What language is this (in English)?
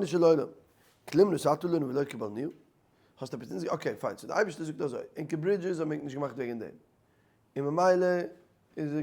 Yiddish